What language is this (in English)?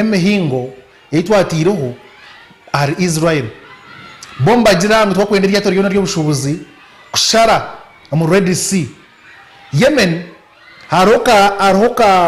Nyankole